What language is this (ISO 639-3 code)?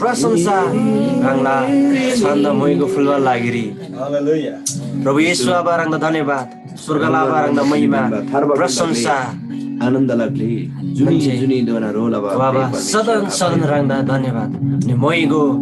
taj